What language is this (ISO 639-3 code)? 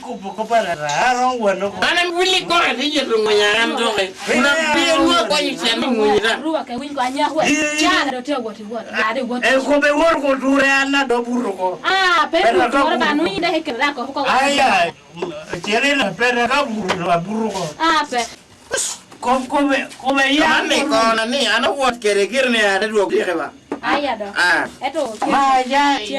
laj